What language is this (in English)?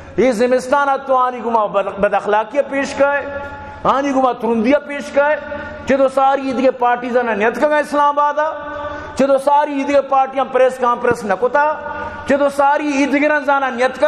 Baluchi